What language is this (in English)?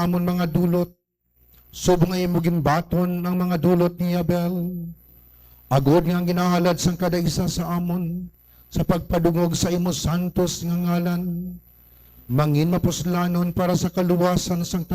Hiligaynon